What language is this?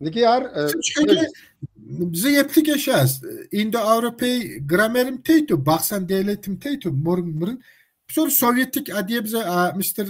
Kabardian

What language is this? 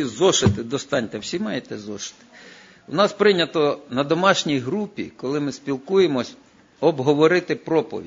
Ukrainian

